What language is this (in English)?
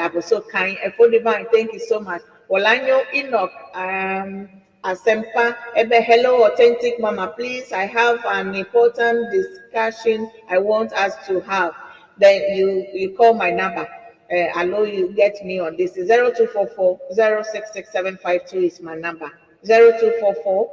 Ewe